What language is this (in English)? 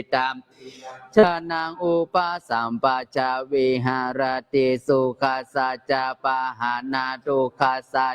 Pali